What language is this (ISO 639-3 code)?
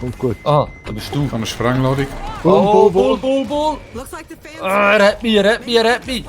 gsw